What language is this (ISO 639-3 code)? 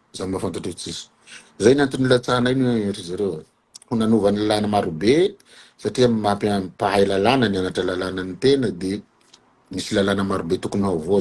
mlg